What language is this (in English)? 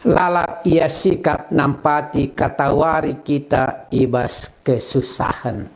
Batak Karo